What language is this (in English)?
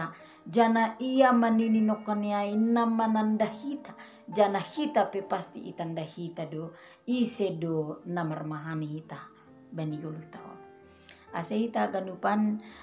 Batak Simalungun